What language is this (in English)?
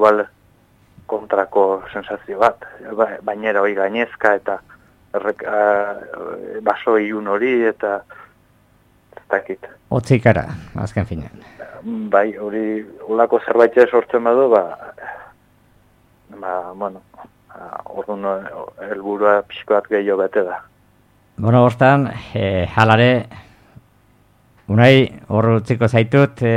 Basque